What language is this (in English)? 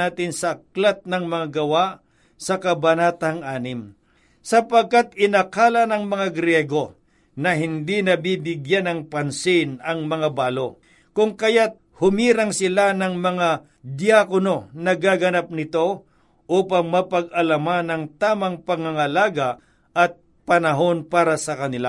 Filipino